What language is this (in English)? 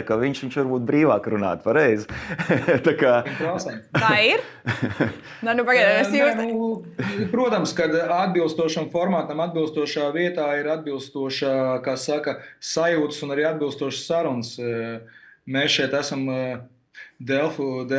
Latvian